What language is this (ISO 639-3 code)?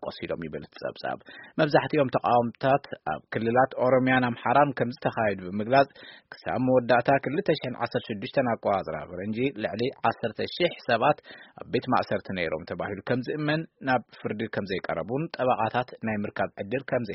tir